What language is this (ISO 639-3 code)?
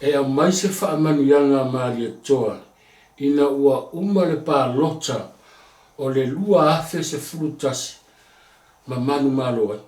smo